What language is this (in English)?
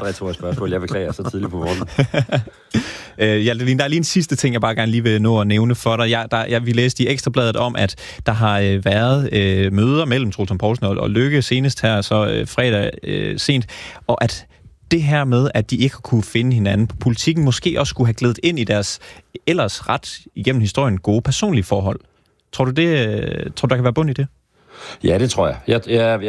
Danish